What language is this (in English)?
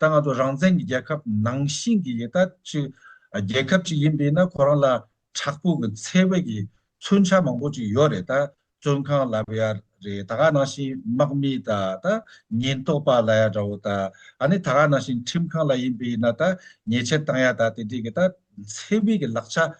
Tibetan